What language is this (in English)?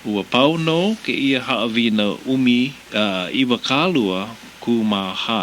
Hawaiian